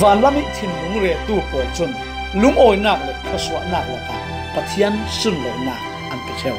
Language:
Falam Chin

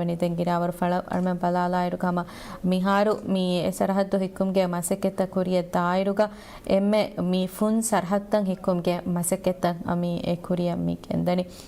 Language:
Divehi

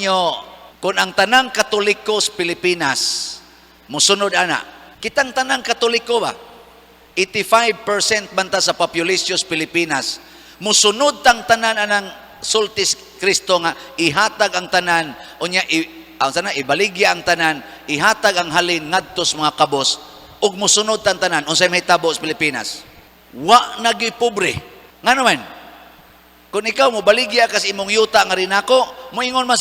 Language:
Cebuano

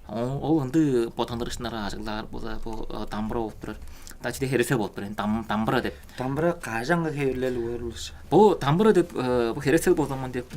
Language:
Tuvinian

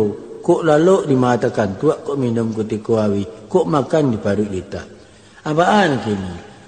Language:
Minangkabau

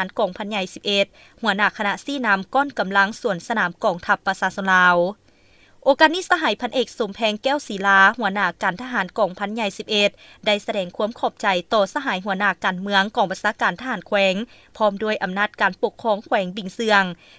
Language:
Lao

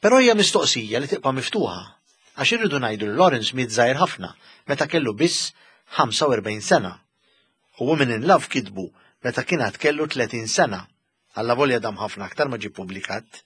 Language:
Maltese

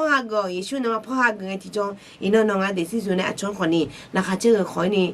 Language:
Akha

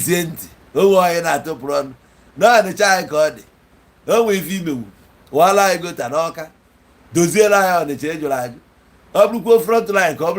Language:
Igbo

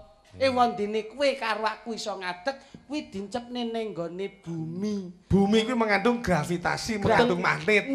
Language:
Javanese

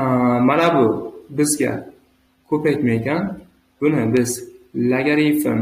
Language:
Uzbek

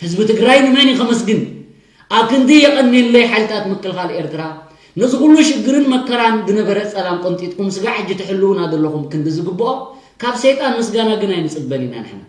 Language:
Tigrinya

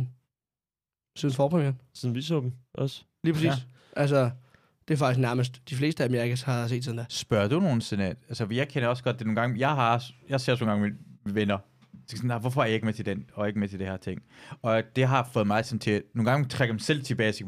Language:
Danish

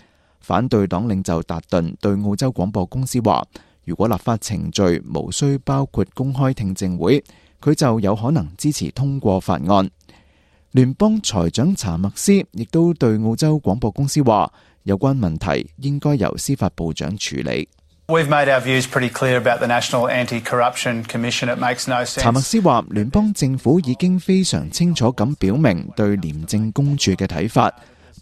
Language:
Cantonese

